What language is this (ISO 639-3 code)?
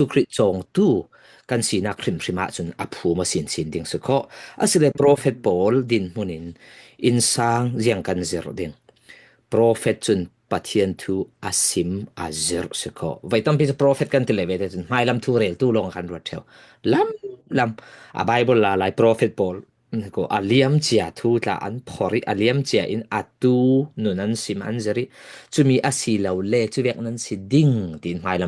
cfm